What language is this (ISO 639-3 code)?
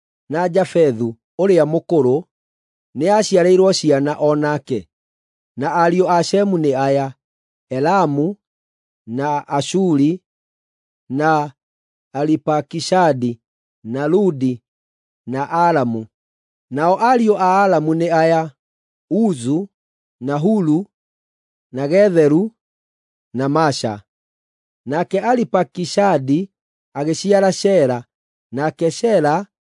kik